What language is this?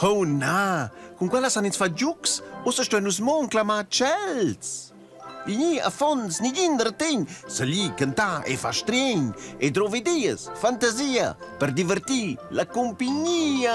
Romansh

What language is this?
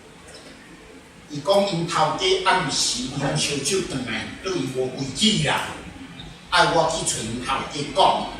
Min Nan Chinese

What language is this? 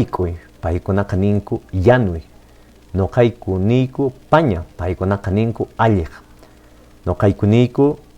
Quechua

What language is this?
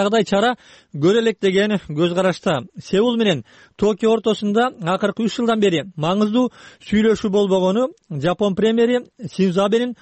Kyrgyz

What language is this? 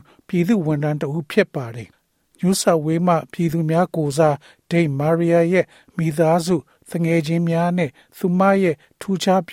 Burmese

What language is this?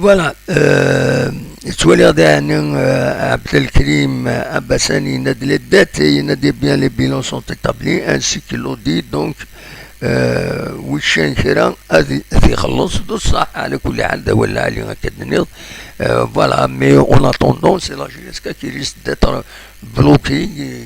Kabyle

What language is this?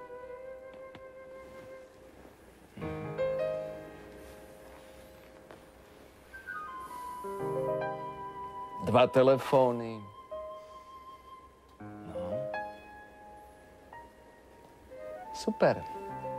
Slovak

